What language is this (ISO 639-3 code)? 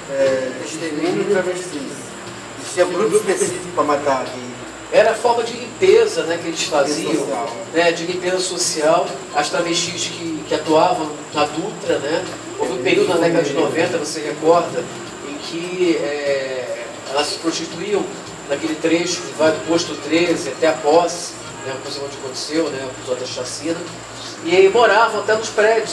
por